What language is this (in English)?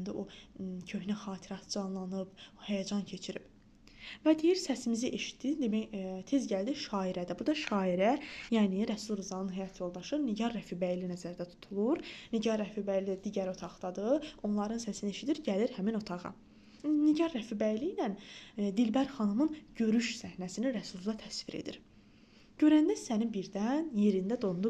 Azerbaijani